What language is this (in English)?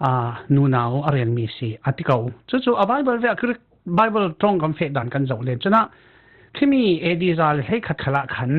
Falam Chin